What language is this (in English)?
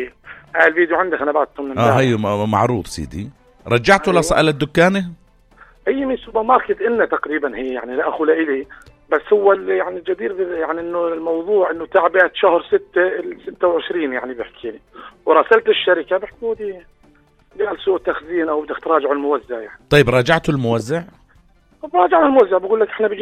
North Levantine Arabic